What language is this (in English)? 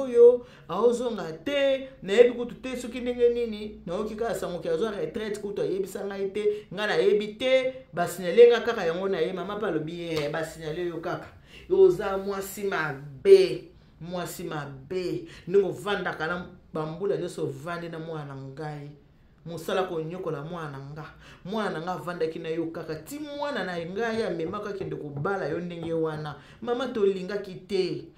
Lingala